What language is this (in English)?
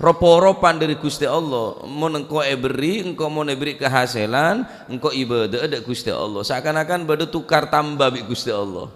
Madurese